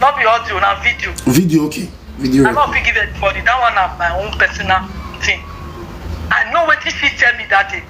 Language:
Nigerian Pidgin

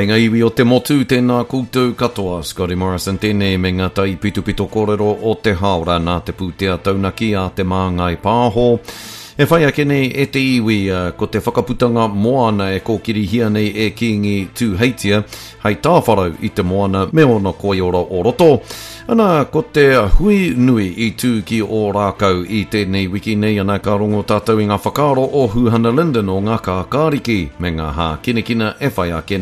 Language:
Māori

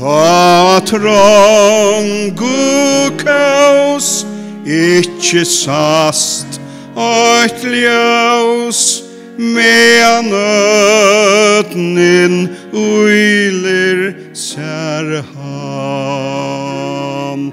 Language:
Faroese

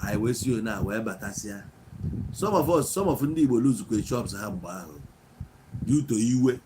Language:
Igbo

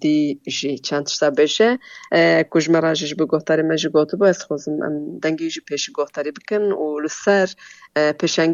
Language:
Kurdish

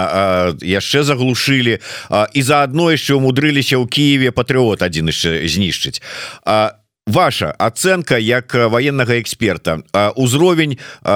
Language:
Belarusian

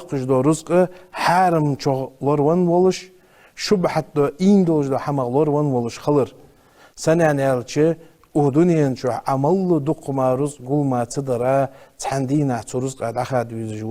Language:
Ingush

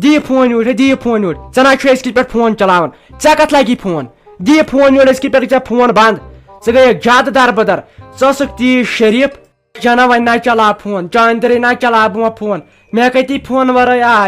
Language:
Kashmiri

